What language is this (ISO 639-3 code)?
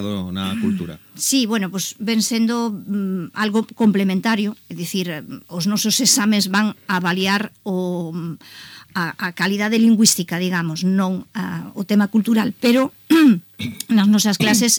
glg